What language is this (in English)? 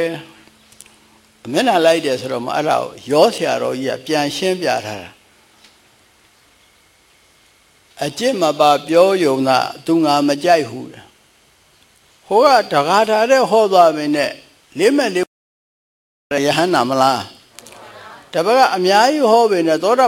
Burmese